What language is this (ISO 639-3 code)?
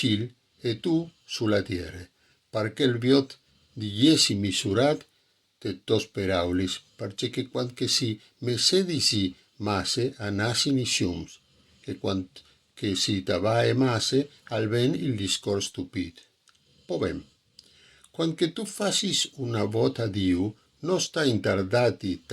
fur